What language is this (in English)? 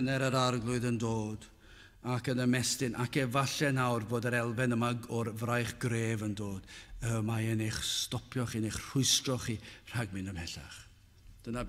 Welsh